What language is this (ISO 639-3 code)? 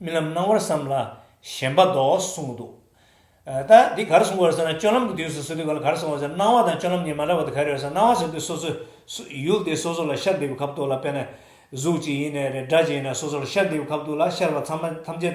bod